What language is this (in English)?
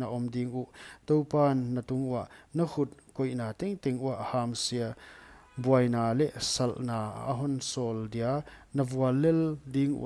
Paite Chin